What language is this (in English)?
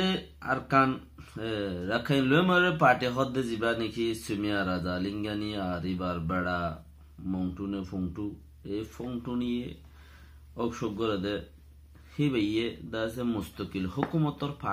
Rohingya